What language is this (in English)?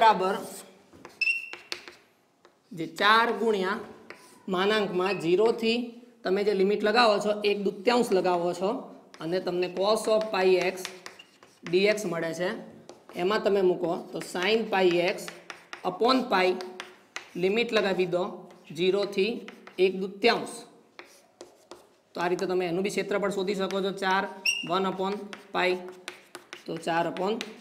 Gujarati